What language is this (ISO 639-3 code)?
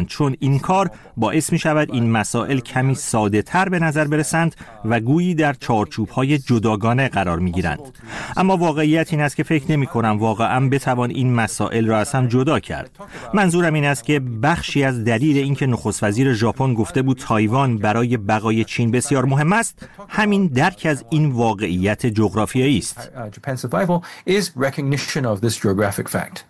fas